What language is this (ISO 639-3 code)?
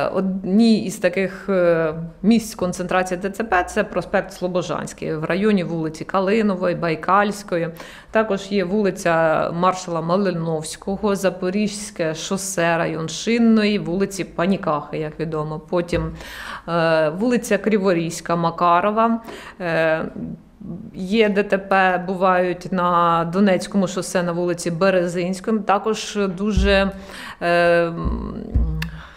ukr